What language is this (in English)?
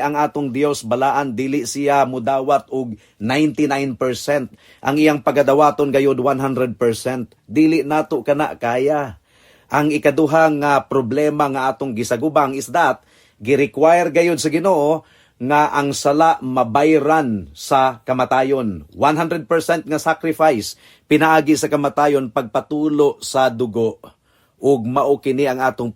Cebuano